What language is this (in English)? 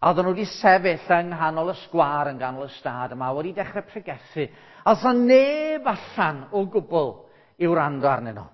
Welsh